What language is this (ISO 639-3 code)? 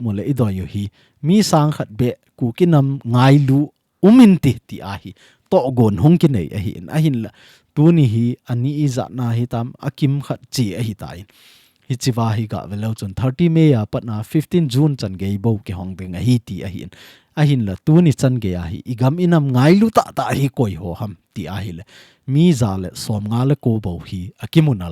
tcz